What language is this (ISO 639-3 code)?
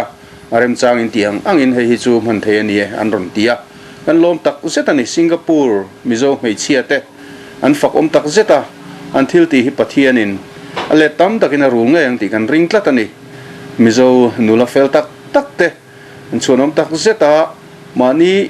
lus